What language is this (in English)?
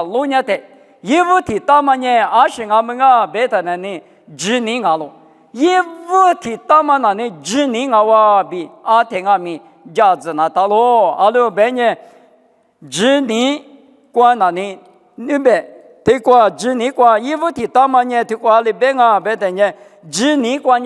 Lisu